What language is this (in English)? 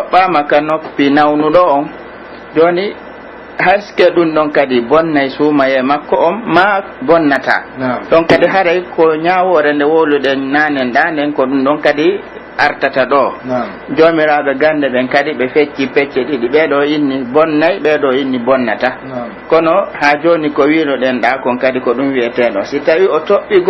Pular